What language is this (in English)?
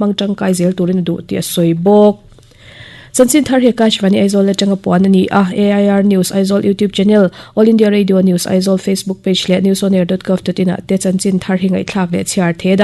Mizo